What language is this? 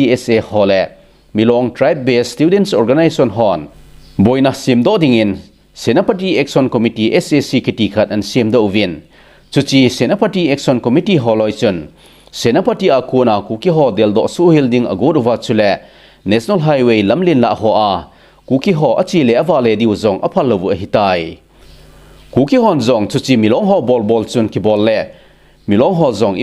Thado Chin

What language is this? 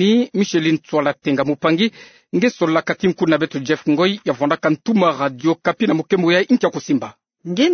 Kituba (Democratic Republic of Congo)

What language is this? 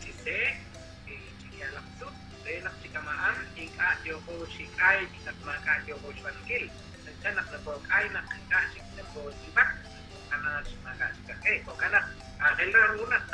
Kekchí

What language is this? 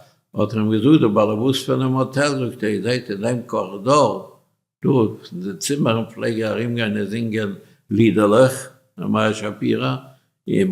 Yiddish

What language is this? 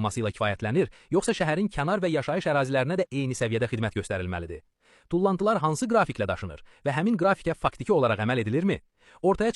Azerbaijani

